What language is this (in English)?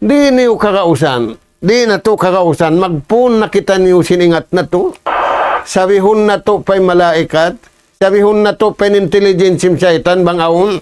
Tausug